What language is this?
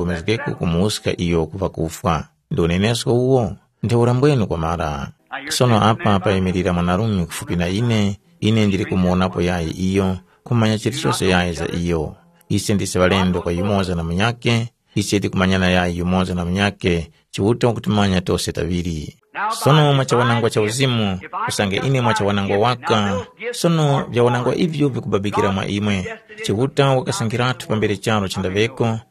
Tumbuka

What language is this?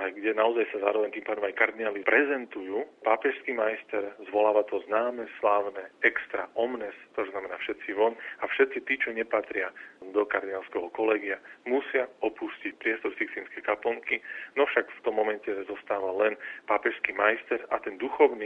Slovak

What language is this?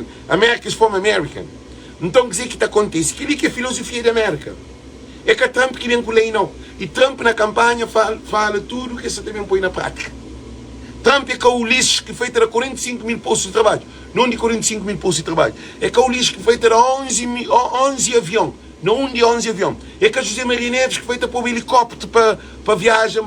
Kabuverdianu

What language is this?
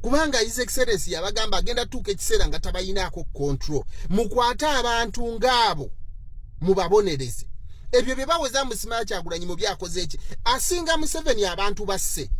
Ganda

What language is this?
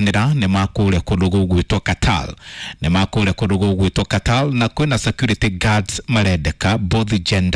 Kikuyu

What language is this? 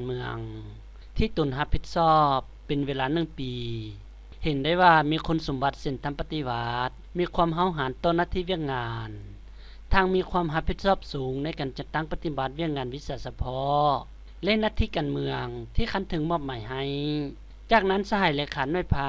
Lao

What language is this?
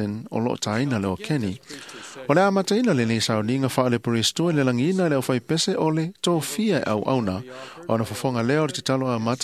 Samoan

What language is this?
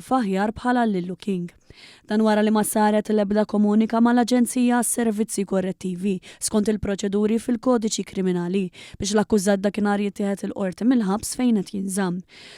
Maltese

